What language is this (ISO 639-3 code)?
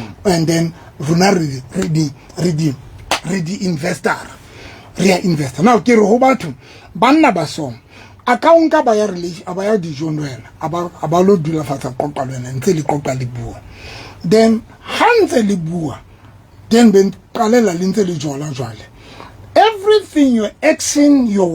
sot